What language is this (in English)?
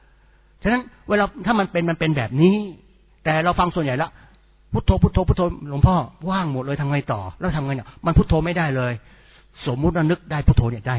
Thai